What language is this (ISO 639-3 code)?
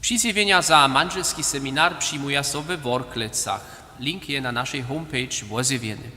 hsb